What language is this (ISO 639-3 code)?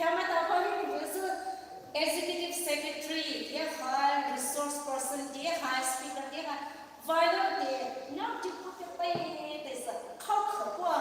pmx